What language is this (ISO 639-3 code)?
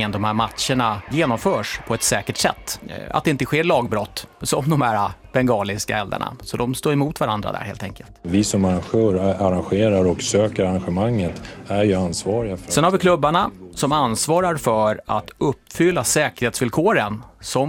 swe